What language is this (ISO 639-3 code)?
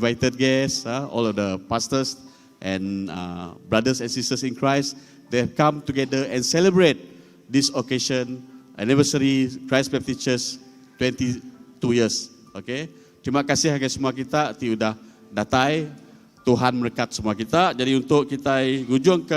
iba